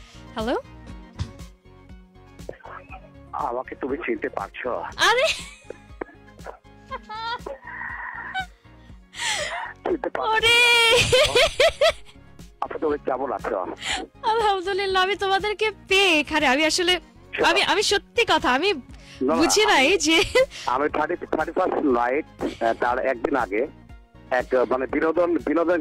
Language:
Bangla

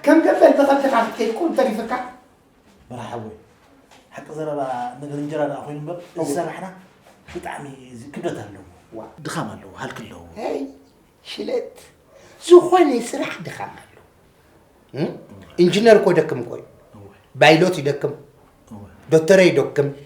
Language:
Tigrinya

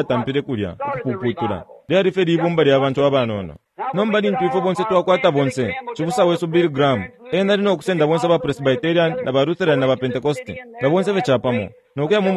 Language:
Bemba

